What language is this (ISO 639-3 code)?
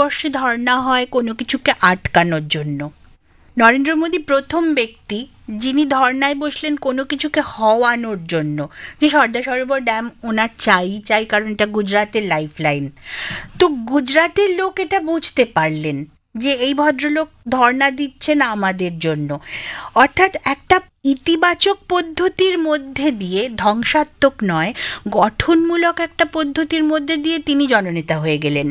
ben